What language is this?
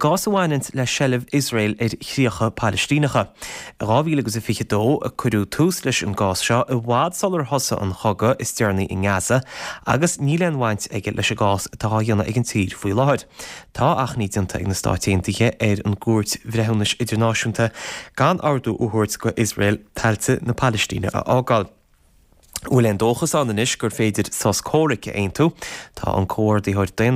Irish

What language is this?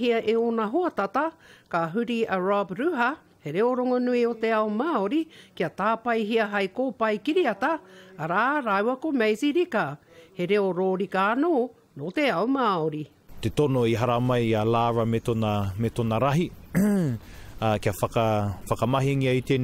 Māori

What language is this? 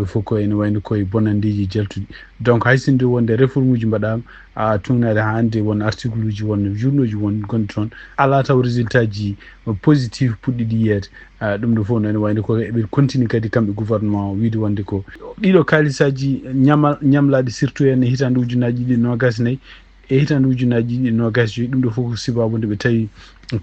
Fula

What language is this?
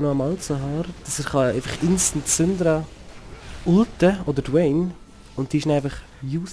Swiss German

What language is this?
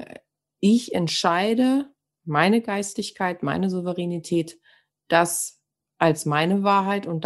German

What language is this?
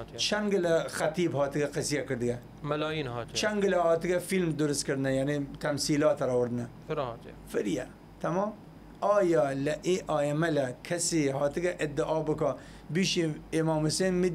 Southern Kurdish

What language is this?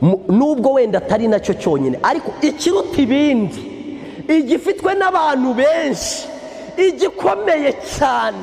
Kinyarwanda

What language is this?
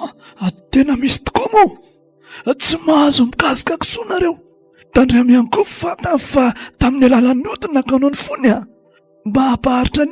Malagasy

